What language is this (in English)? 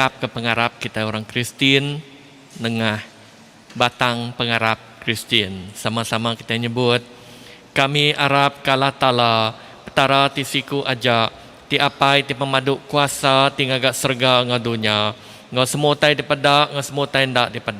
Iban